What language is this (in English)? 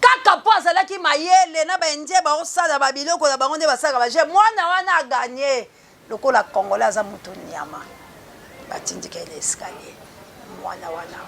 Lingala